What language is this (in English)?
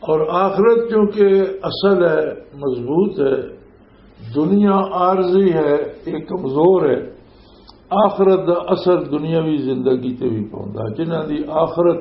Western Panjabi